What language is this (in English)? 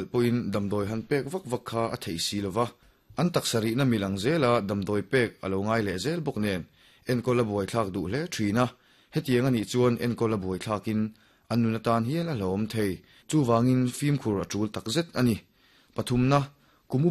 Mizo